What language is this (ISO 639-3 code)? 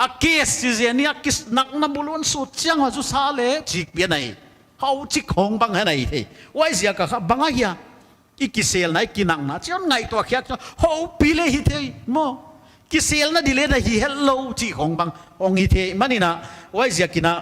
pck